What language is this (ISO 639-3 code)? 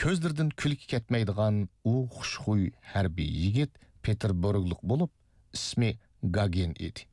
uig